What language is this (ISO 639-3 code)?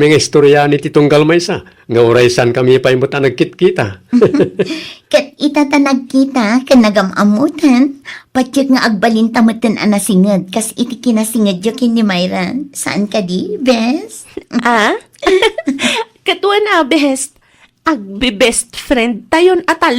ilo